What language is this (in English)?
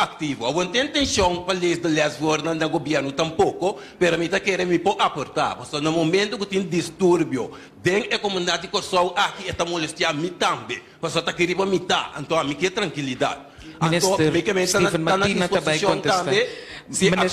Papiamento